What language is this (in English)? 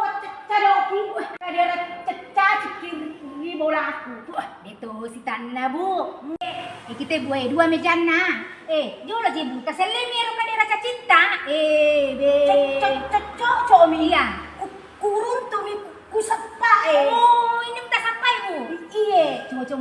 Buginese